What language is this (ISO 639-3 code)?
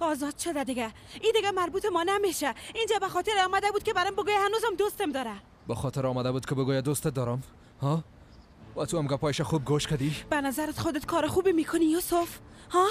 fas